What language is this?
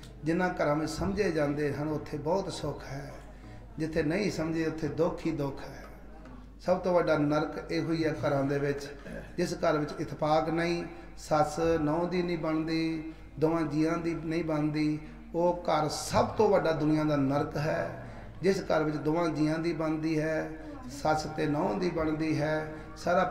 Punjabi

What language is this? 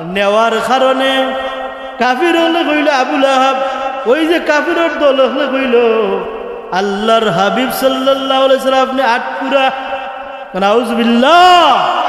Sylheti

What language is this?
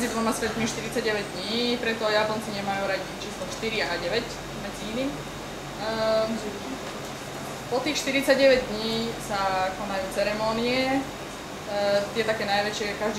Slovak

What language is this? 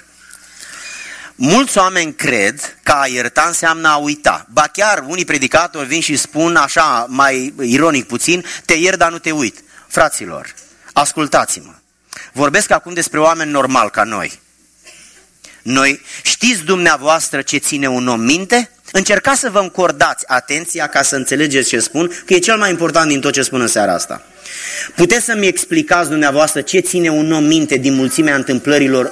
Romanian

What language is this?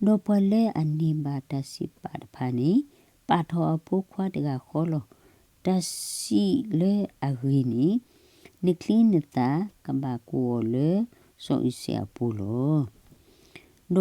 S'gaw Karen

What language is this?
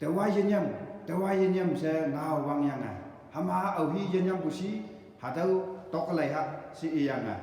Konyak Naga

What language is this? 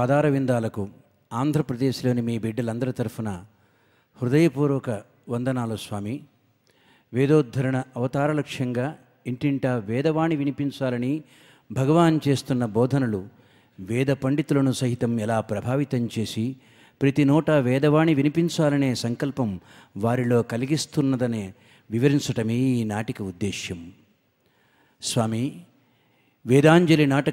Telugu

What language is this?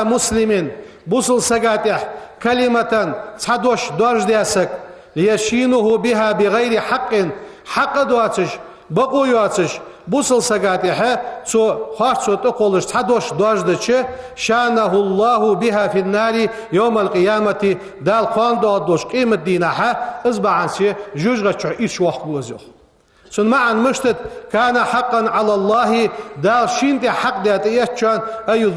Ingush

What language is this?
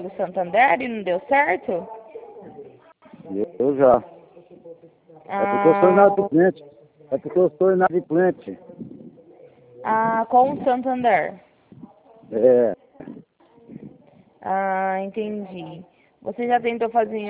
Portuguese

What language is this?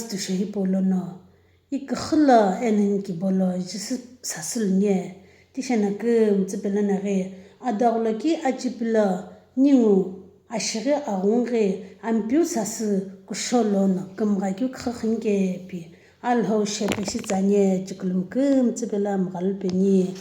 Sumi Naga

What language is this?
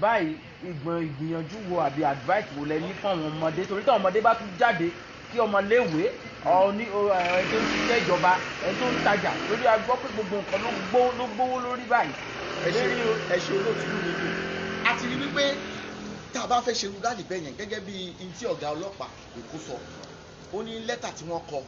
Yoruba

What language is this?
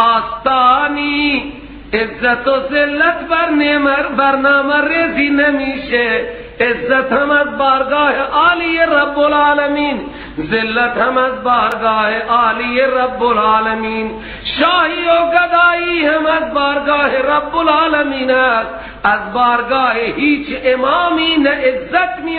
Persian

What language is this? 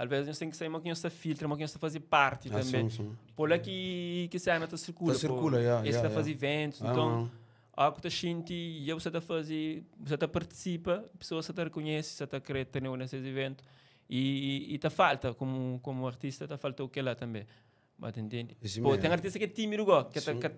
Kabuverdianu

